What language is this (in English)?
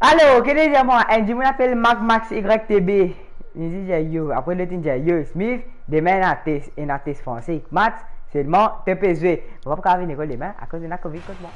Morisyen